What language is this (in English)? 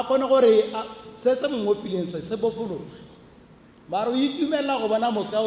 Tswana